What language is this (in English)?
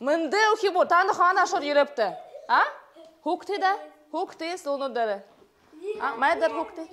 Buriat